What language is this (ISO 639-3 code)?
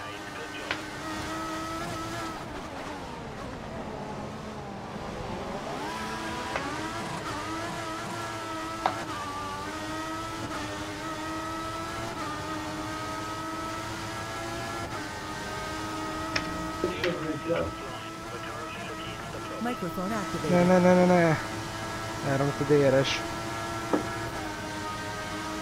hun